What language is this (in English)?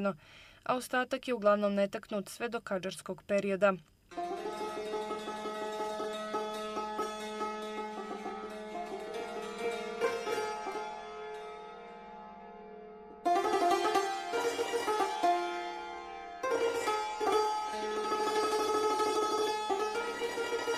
Bosnian